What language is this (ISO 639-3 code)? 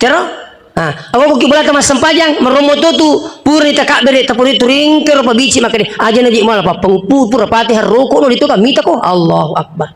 bug